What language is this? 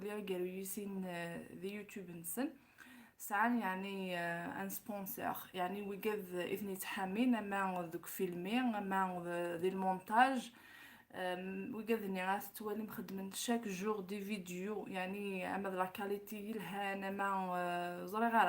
Kabyle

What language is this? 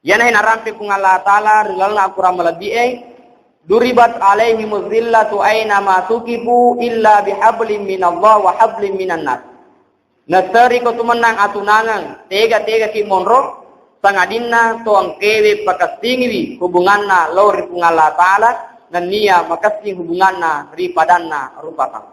Buginese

